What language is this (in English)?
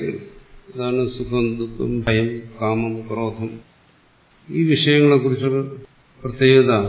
Malayalam